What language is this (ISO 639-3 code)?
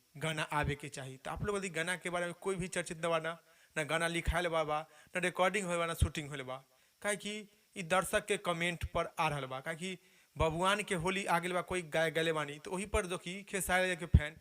bho